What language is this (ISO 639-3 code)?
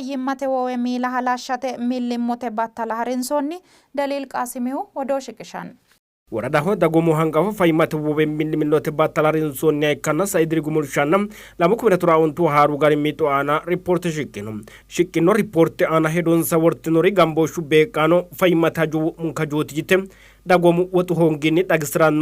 sid